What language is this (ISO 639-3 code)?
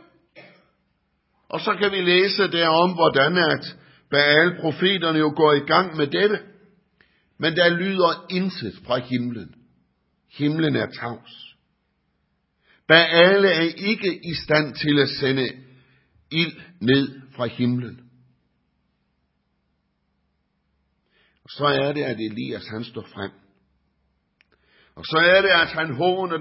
dan